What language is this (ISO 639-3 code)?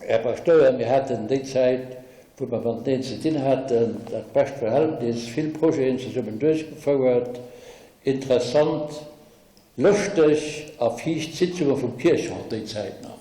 ltz